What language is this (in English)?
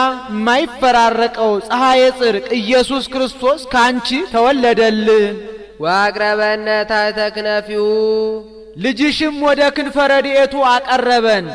Amharic